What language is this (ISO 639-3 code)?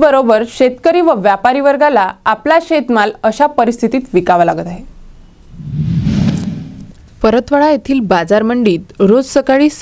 mar